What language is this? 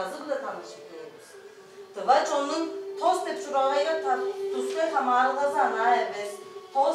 Tuvinian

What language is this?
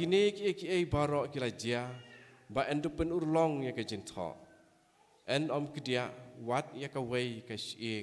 Khasi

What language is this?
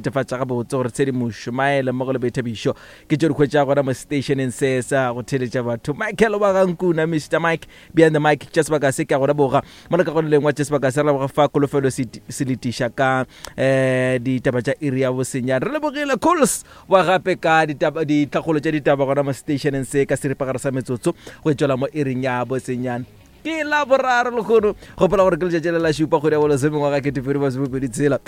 Northern Sotho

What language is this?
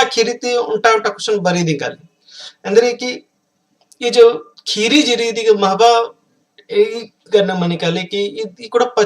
Kurukh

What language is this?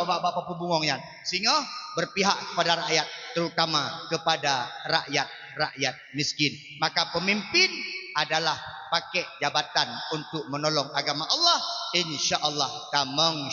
Achinese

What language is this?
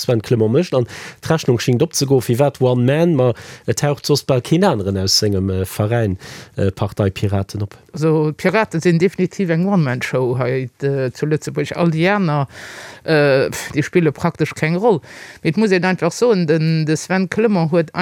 Luxembourgish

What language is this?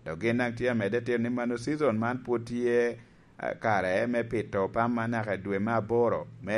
Lango (Uganda)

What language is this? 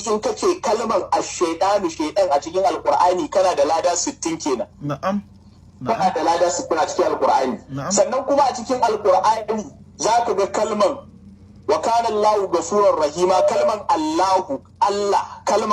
Hausa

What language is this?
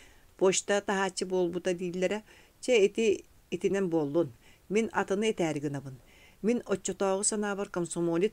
Yakut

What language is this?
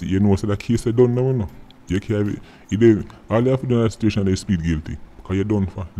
Jamaican Creole English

